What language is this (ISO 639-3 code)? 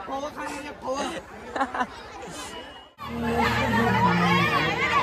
mar